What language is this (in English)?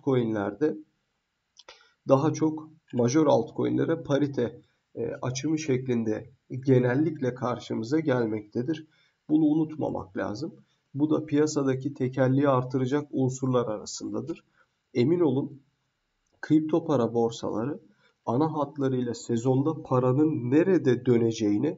Turkish